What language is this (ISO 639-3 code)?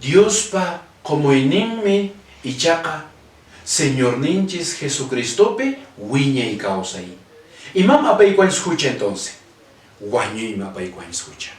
que